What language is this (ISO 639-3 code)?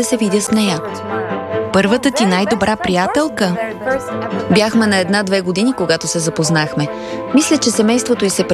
bul